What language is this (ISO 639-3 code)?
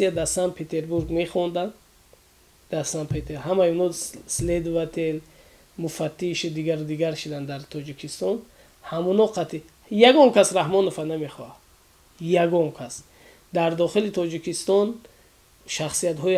tgk